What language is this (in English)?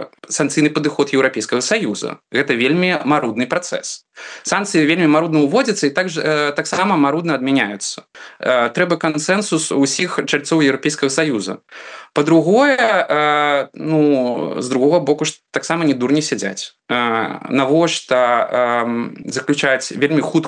Belarusian